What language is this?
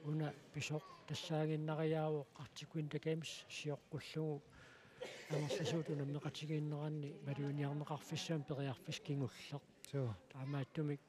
Kalaallisut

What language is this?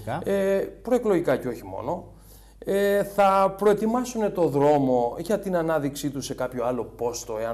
Greek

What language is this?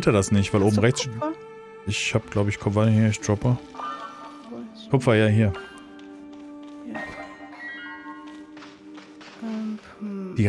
German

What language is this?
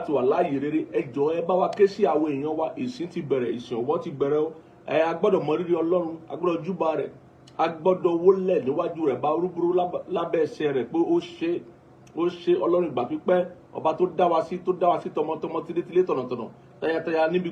Yoruba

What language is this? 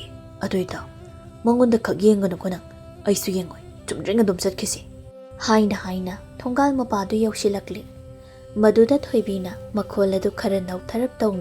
Manipuri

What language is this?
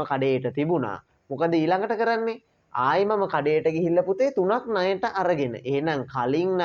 Sinhala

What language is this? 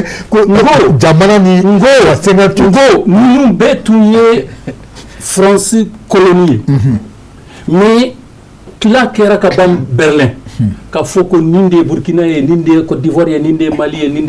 Bambara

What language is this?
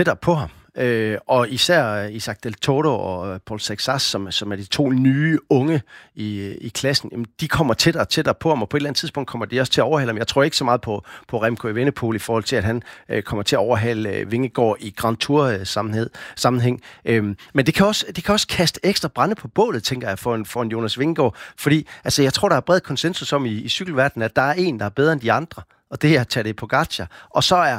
Danish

